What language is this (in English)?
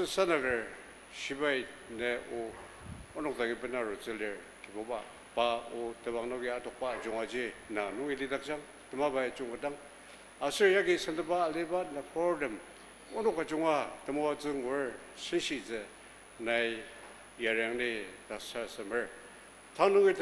Ao Naga